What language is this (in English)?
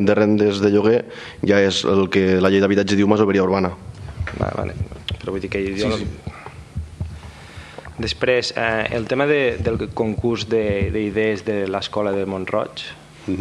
Catalan